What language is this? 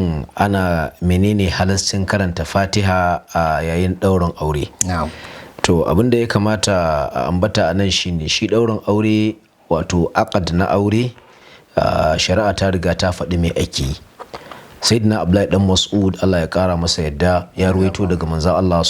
Hausa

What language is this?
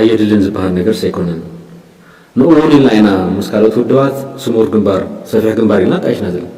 Tigrinya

